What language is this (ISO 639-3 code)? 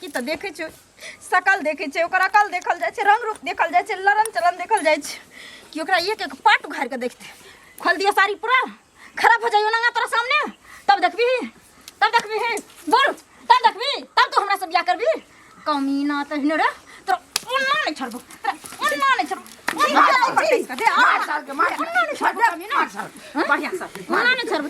mai